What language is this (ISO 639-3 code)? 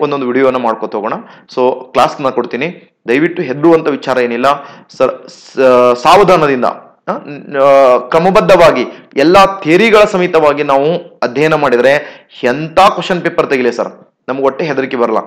kan